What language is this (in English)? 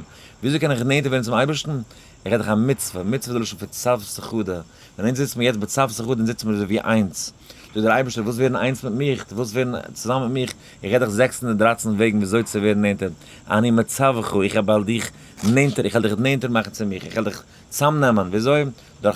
Yiddish